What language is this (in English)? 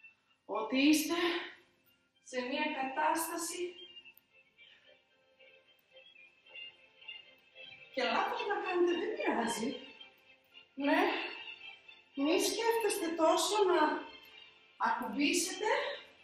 Greek